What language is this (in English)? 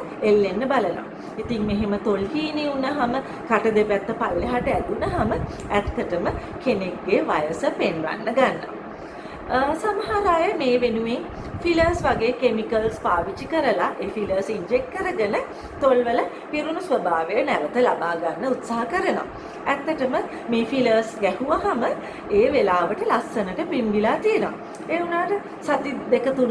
Sinhala